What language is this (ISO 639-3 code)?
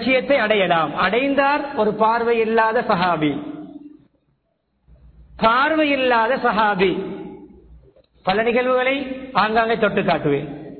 tam